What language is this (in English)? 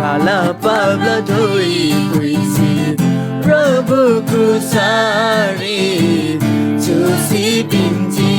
Eastern Tamang